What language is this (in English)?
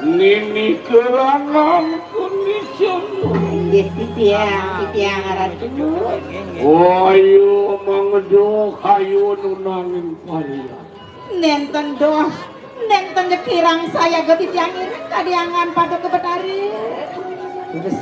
Balinese